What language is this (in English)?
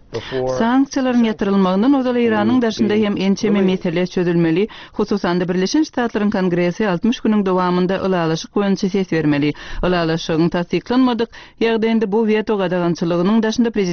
Turkmen